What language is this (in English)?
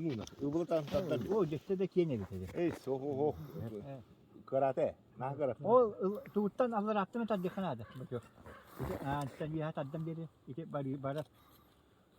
Yakut